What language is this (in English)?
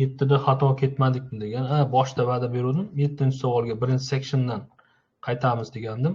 Uzbek